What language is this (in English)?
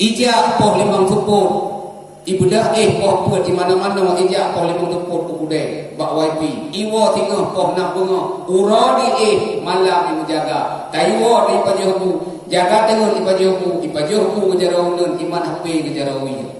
Achinese